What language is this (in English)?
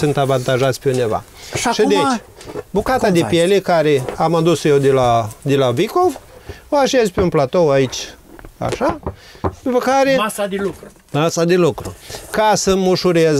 Romanian